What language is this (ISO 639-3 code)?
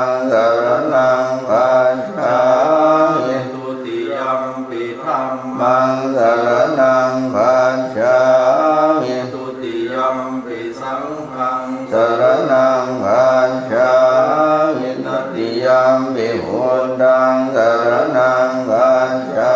pli